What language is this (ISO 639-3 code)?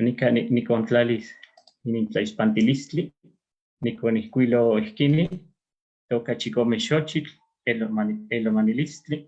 nhe